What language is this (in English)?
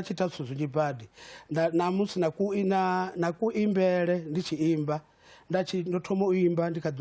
Venda